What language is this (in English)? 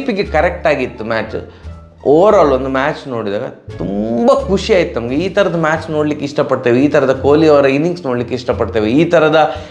Kannada